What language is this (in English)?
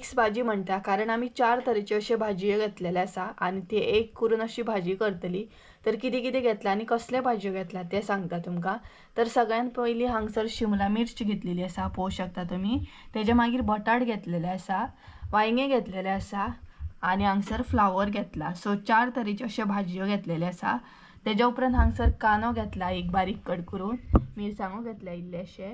Konkani